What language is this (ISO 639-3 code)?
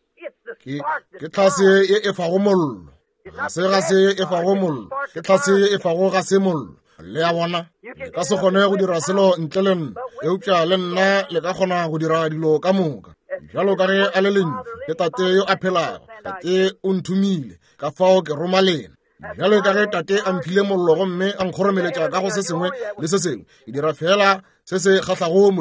nso